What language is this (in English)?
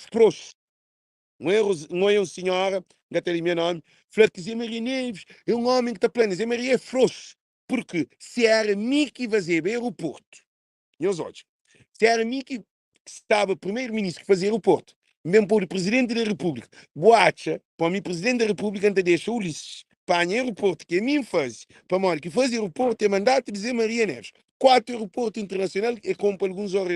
Kabuverdianu